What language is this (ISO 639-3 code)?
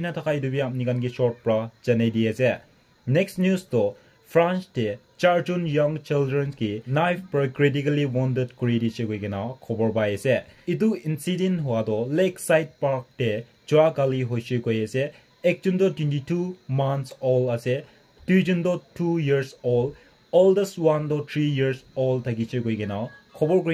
nag